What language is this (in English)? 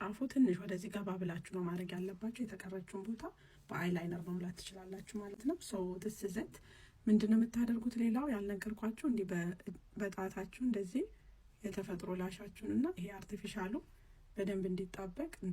Amharic